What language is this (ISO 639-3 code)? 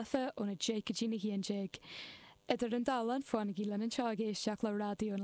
gle